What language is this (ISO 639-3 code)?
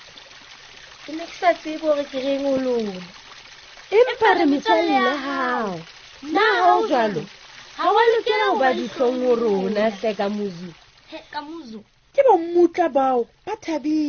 sot